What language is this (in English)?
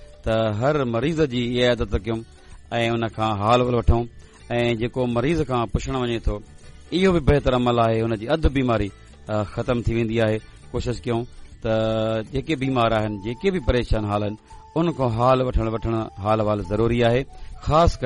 Sindhi